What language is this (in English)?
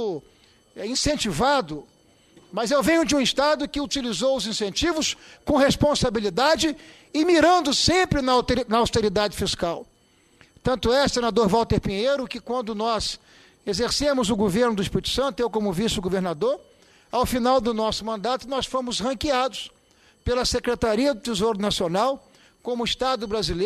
Portuguese